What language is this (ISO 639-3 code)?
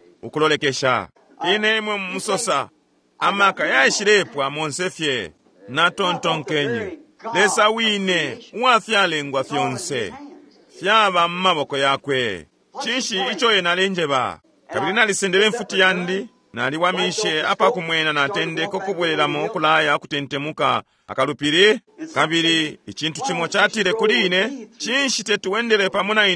bem